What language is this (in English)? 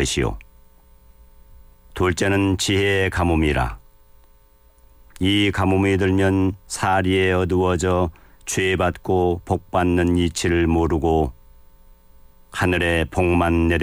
Korean